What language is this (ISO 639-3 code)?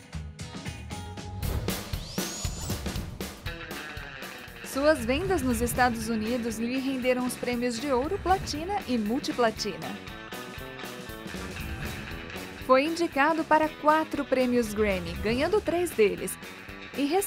por